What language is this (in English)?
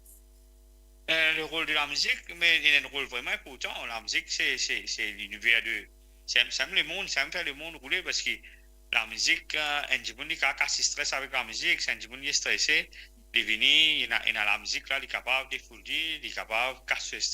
Morisyen